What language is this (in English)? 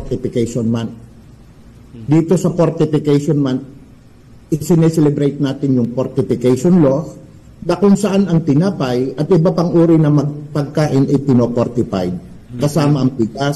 Filipino